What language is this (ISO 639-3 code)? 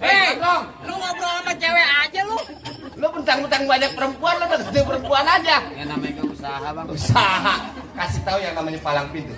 bew